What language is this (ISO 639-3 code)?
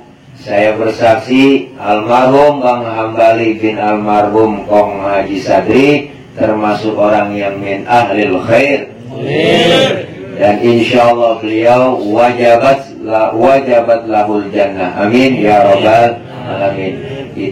bew